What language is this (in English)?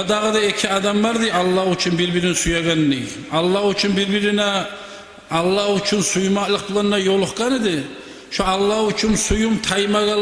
Kumyk